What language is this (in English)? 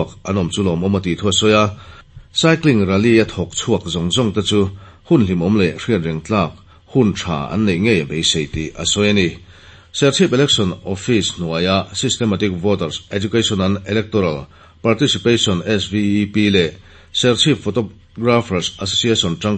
Mizo